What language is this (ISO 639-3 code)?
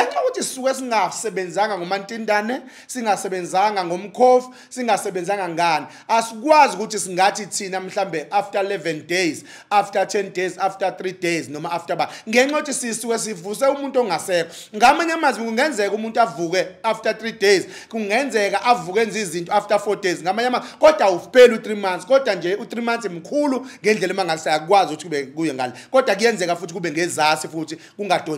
zul